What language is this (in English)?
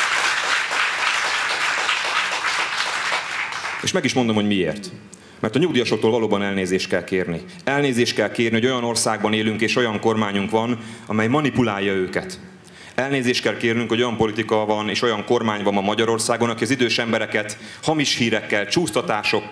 Hungarian